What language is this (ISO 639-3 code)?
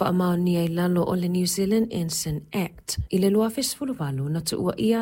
smo